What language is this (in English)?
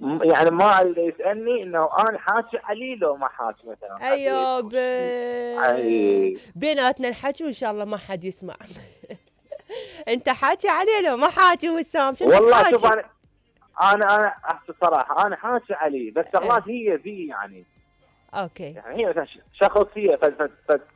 Mesopotamian Arabic